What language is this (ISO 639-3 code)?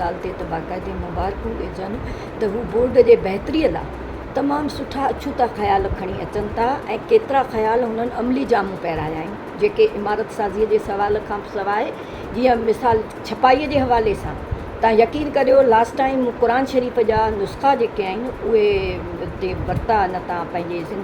snd